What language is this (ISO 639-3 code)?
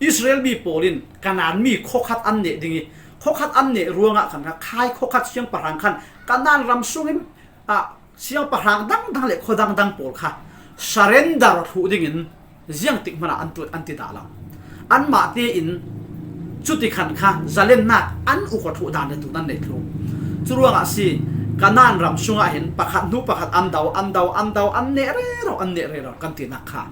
cfm